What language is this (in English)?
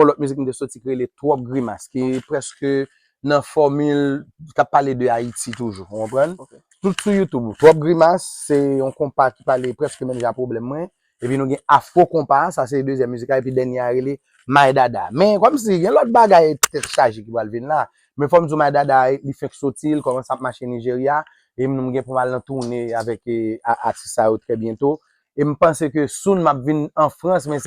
Haitian Creole